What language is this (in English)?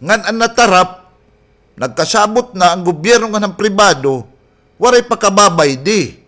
Waray